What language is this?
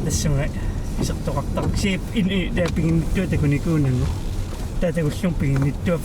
Kalaallisut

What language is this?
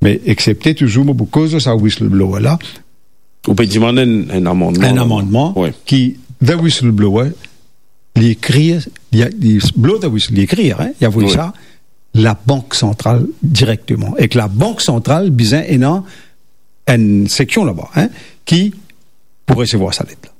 Morisyen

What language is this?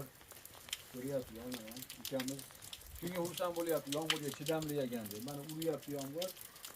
Uzbek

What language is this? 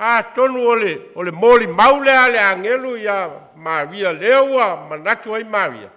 Samoan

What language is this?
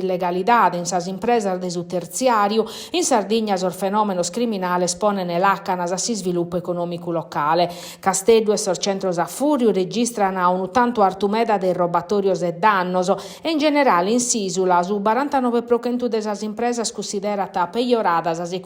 Sardinian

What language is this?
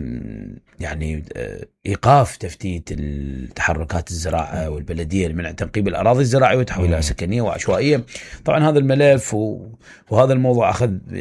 Mesopotamian Arabic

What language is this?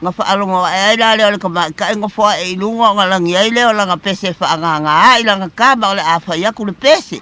Samoan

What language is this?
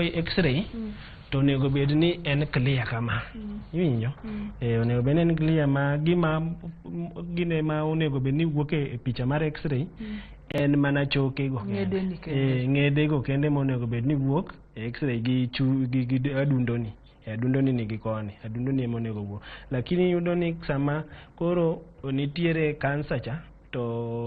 Luo (Kenya and Tanzania)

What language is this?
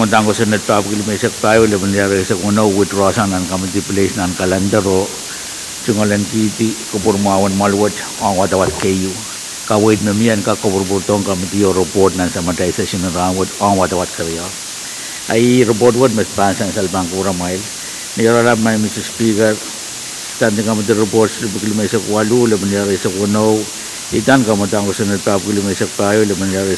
Pohnpeian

